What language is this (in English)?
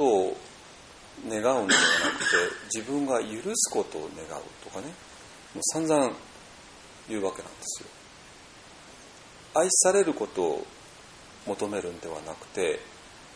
Japanese